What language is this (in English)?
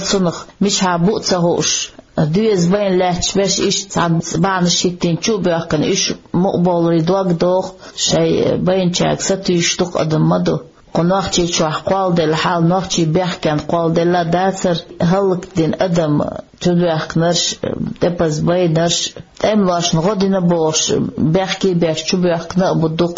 Chechen